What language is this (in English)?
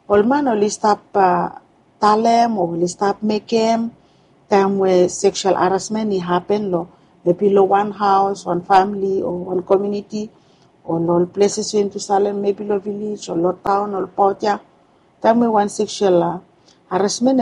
Bislama